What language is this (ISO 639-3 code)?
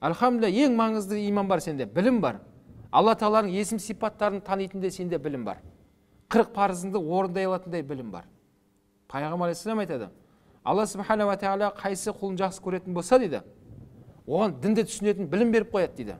kaz